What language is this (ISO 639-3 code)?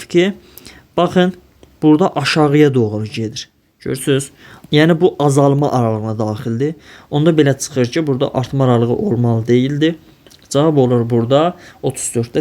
aze